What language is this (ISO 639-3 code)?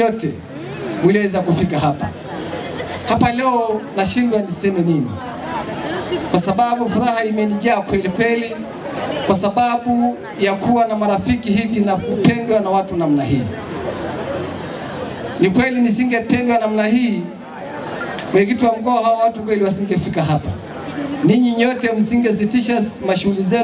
swa